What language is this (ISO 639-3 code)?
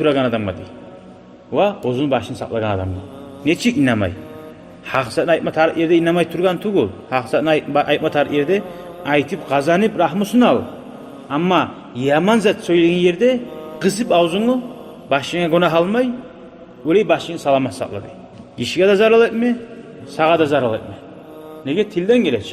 kum